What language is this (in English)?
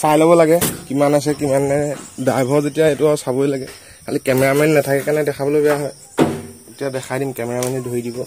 Assamese